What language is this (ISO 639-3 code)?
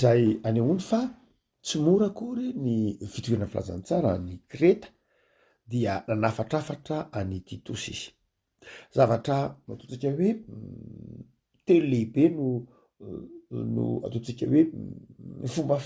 mlg